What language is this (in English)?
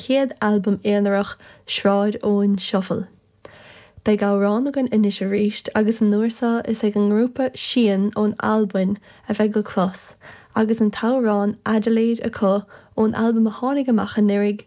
Irish